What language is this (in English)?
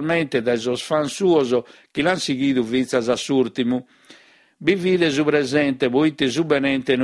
Sardinian